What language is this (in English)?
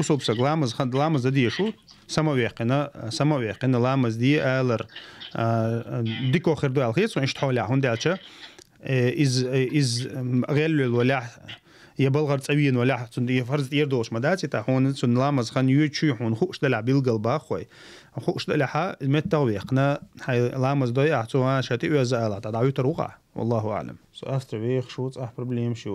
Chechen